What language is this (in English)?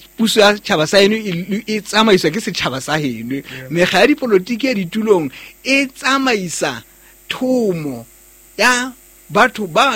Southern Sotho